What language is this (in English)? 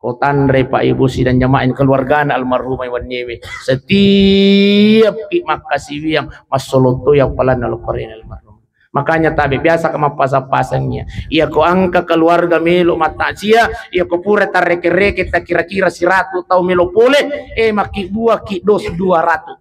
Buginese